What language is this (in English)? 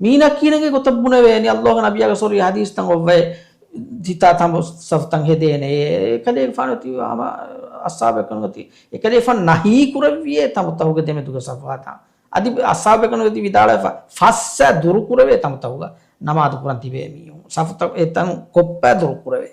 Divehi